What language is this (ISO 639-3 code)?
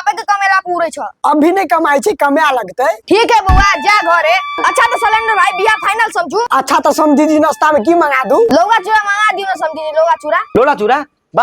mai